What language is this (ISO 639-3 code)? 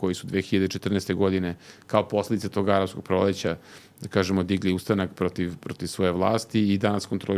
srp